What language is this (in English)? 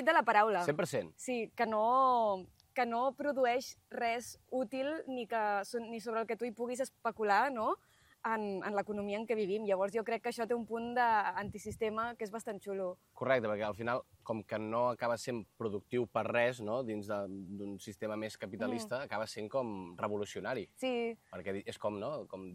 Catalan